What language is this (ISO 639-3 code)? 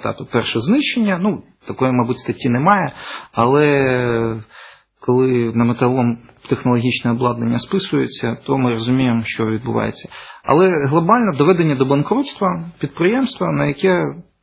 ukr